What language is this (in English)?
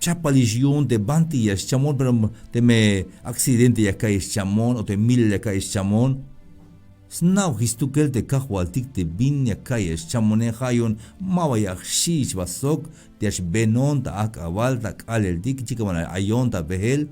Tzeltal